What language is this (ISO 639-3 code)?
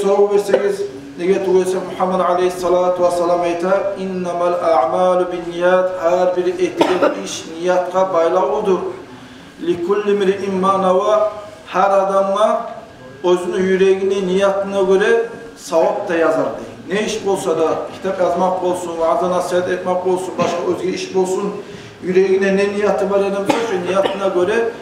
kum